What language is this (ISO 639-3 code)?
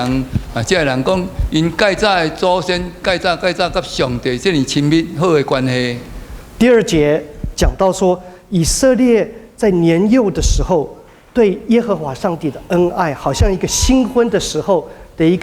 nan